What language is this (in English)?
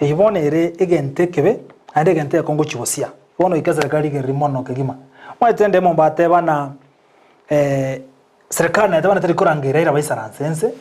Gusii